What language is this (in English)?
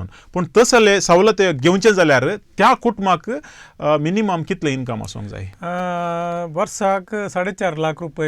Konkani